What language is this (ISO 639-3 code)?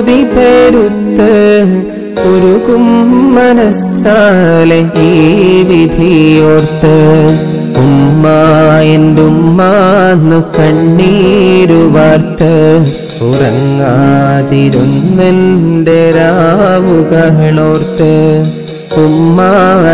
mal